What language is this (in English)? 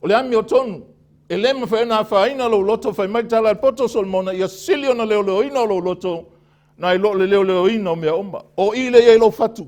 Samoan